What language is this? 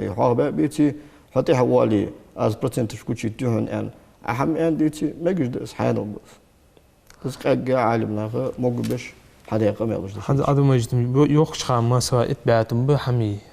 Ingush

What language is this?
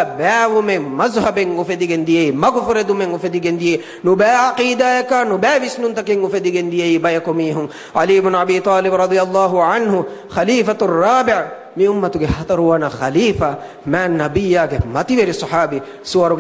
Divehi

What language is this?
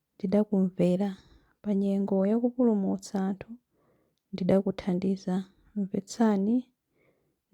Nyanja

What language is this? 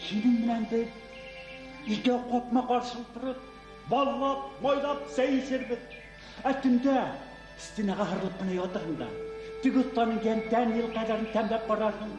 Bashkir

